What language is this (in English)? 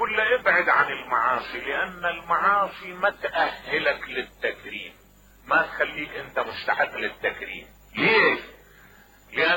Mesopotamian Arabic